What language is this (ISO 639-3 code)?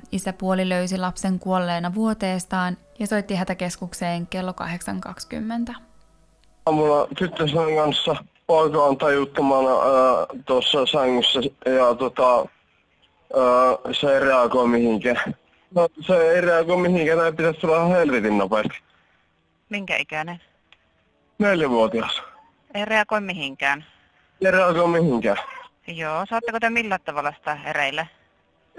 fin